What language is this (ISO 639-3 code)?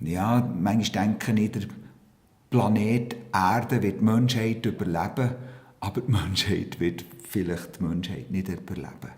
gsw